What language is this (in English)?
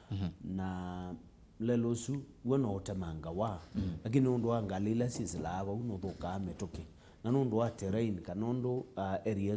Kamba